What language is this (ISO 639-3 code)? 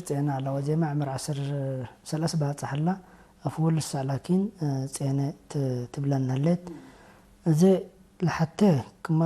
tig